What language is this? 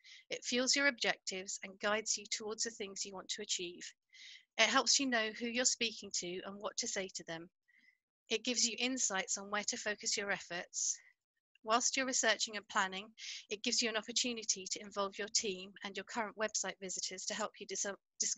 English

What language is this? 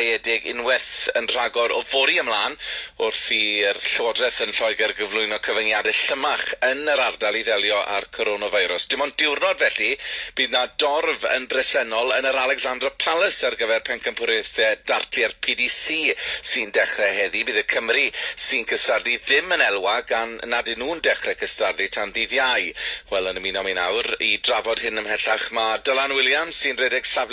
Welsh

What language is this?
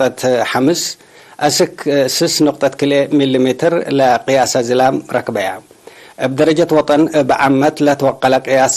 Tigre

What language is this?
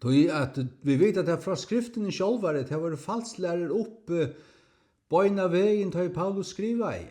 Faroese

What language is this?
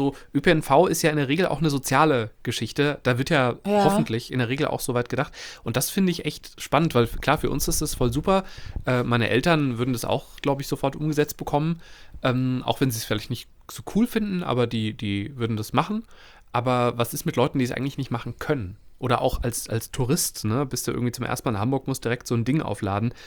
German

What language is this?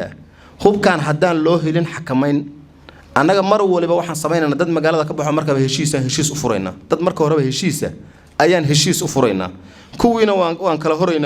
Somali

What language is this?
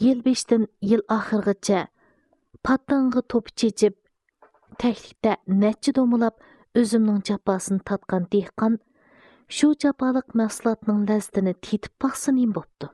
Uyghur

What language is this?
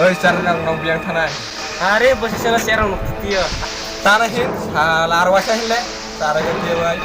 Kok Borok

